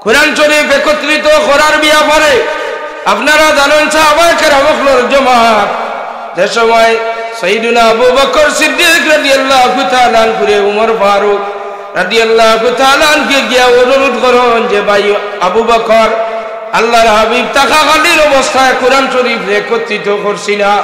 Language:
Sylheti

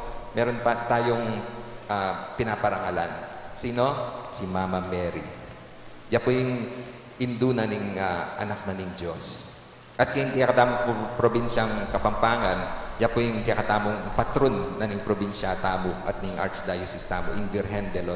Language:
Pampanga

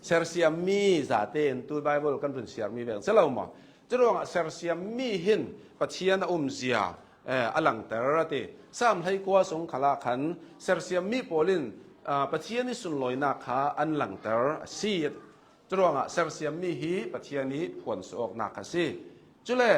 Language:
Hakha Chin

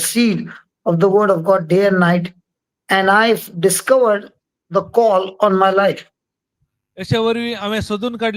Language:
Konkani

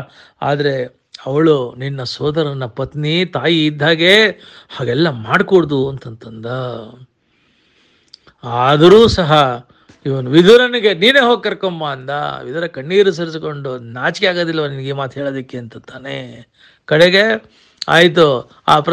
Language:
Kannada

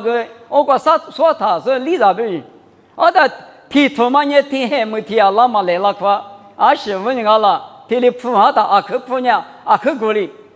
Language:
Lisu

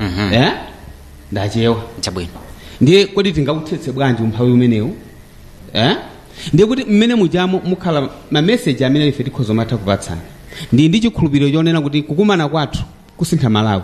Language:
Nyanja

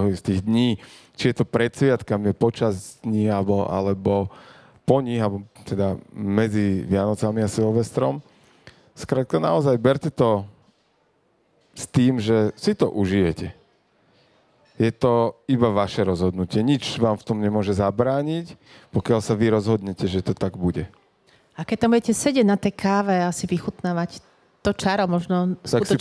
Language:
Slovak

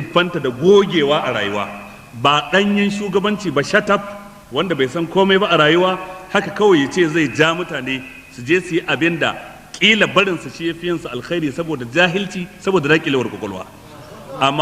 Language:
Hausa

